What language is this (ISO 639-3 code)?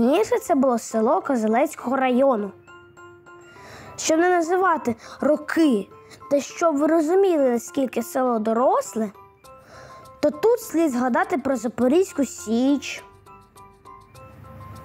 ukr